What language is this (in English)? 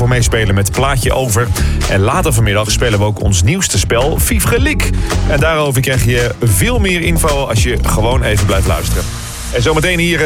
Dutch